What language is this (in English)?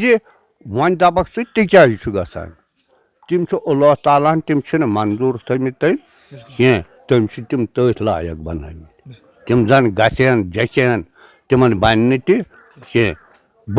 Kashmiri